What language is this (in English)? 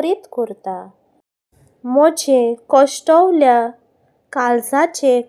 Konkani